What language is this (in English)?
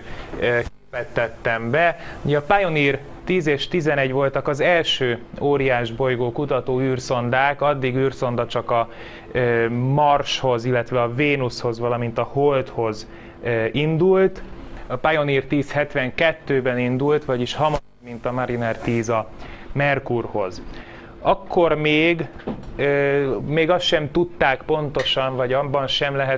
Hungarian